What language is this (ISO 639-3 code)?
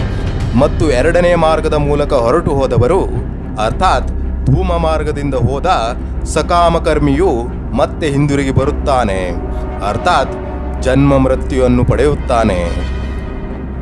kan